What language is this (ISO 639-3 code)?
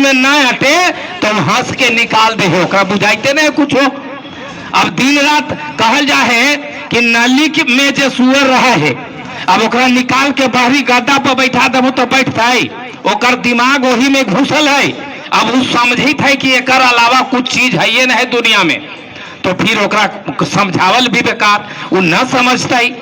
mag